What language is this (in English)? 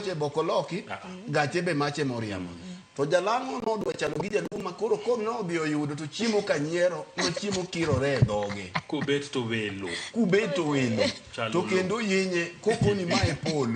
Luo (Kenya and Tanzania)